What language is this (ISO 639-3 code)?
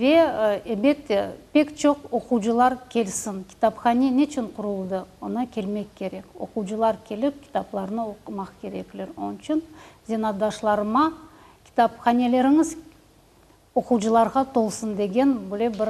crh